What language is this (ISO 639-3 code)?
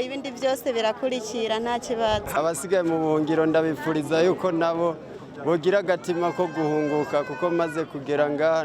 run